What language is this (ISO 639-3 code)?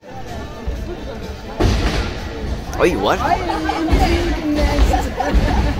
dan